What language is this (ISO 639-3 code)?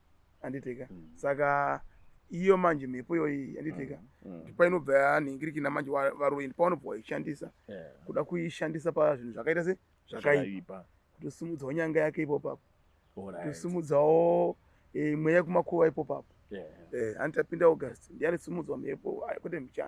sna